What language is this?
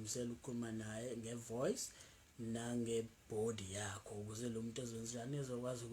Zulu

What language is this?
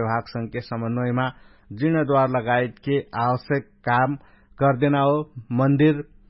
Dangaura Tharu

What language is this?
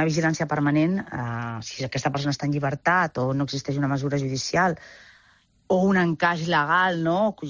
Catalan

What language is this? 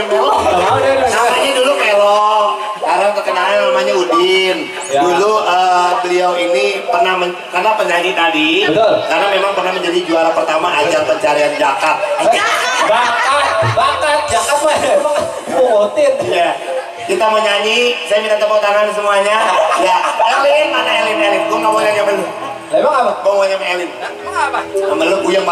Betawi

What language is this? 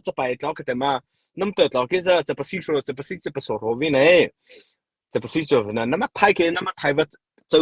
Mara Chin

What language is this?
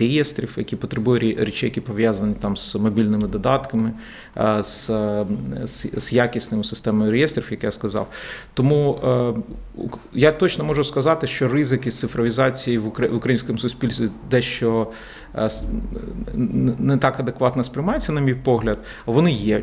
Ukrainian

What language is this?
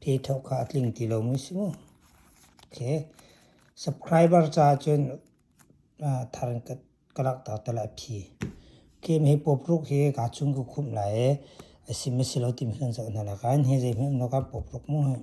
Hakha Chin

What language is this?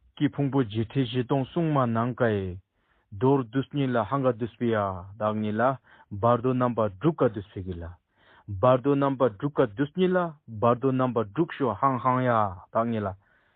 Tibetan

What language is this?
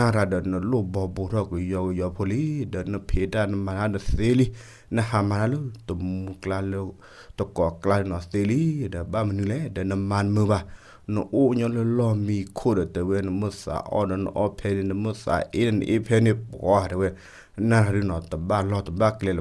S'gaw Karen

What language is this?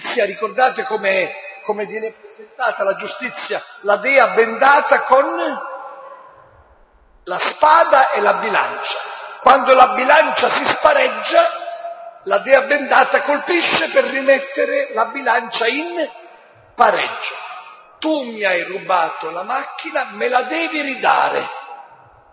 Italian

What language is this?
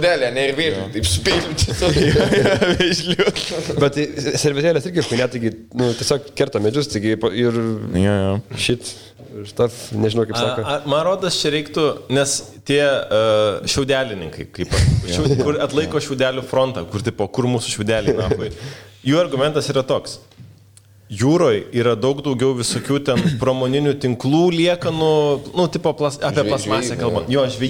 Lithuanian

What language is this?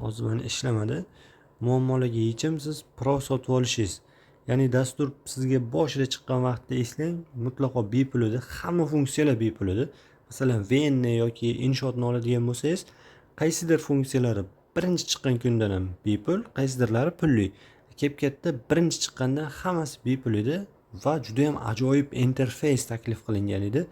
Uzbek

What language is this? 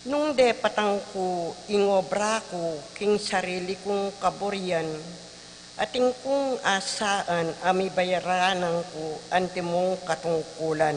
Pampanga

